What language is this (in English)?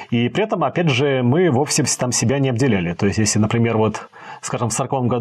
Russian